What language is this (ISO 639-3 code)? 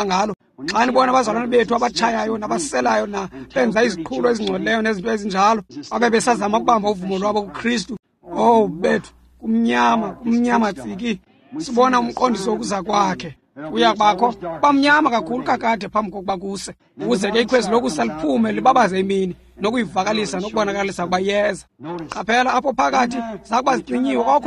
xho